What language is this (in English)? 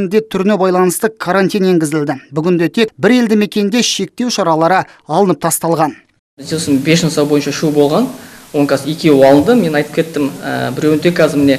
Kazakh